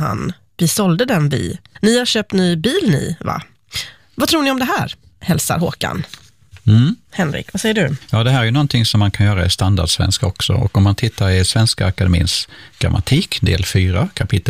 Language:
Swedish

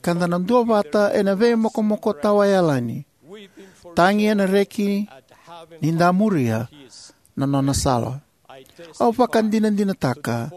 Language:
Fijian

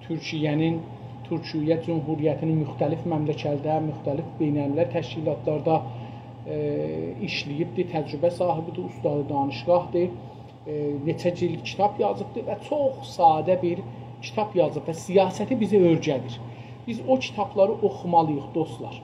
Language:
South Azerbaijani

